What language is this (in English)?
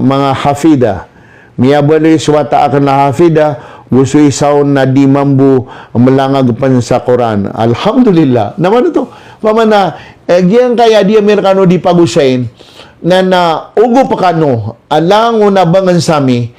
Maranao